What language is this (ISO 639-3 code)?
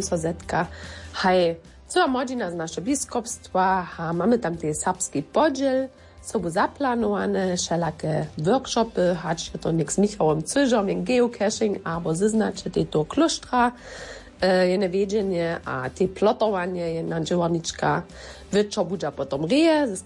hsb